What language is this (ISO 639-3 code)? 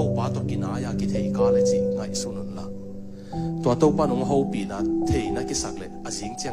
ctd